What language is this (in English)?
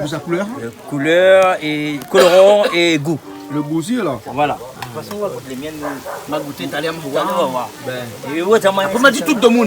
Réunion Creole French